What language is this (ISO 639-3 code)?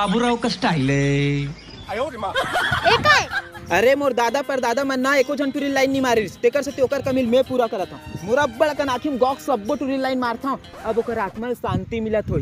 hne